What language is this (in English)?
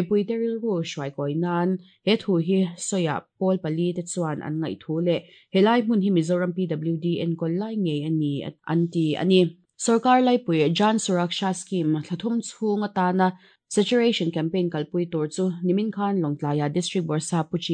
Mizo